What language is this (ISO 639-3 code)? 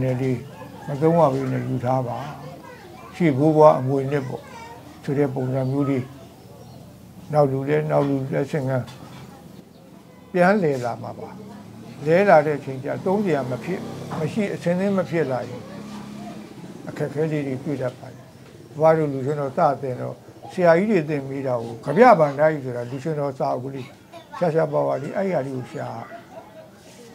mya